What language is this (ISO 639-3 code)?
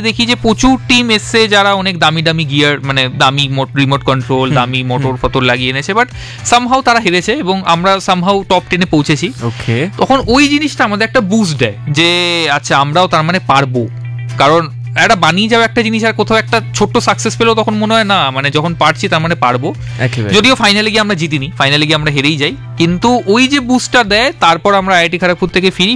ben